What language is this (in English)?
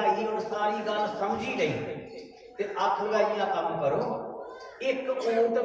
Dogri